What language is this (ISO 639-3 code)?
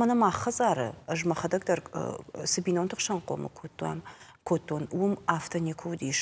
oss